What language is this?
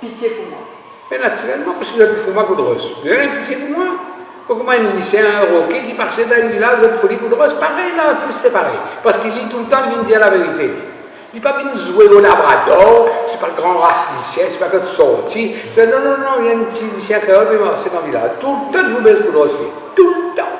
Morisyen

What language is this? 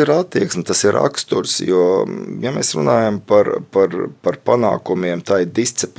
Latvian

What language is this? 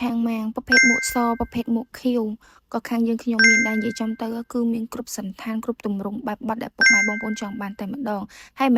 Khmer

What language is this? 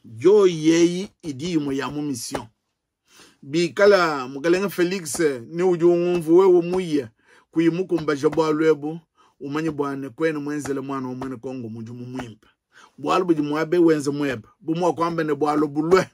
Luba-Lulua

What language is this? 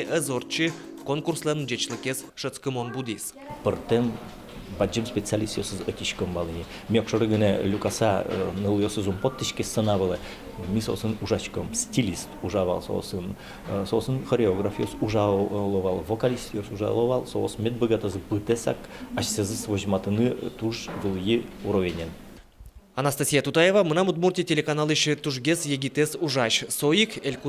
Udmurt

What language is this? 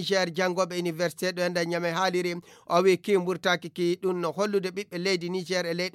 Nigerian Fulfulde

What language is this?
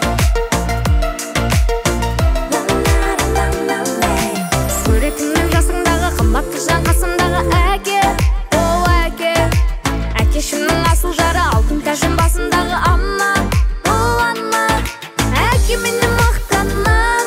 Kazakh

